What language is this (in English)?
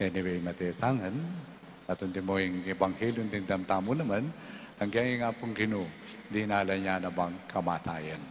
Pampanga